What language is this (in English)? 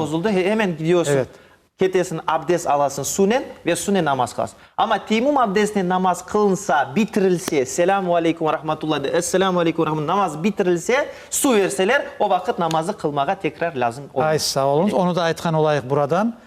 Crimean Tatar